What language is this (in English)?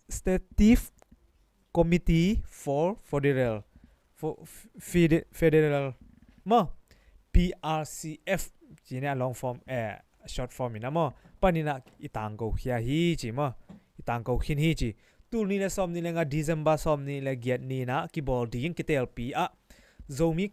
Tedim Chin